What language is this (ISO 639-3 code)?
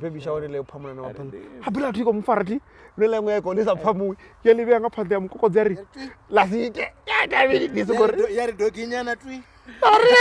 ven